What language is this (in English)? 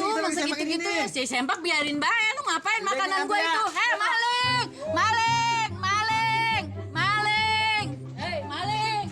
Betawi